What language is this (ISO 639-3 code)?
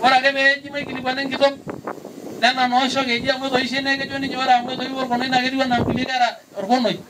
mas